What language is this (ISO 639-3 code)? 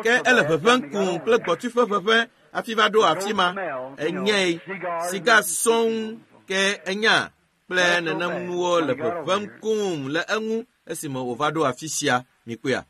ewe